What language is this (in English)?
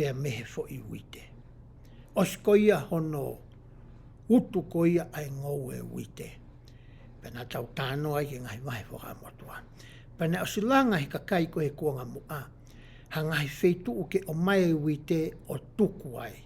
Tongan